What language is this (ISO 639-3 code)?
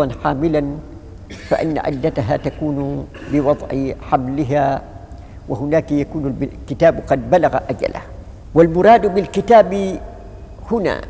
ara